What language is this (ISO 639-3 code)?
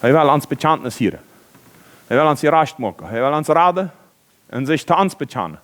pdt